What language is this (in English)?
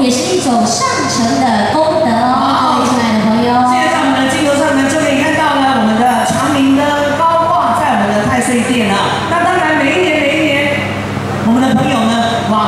Chinese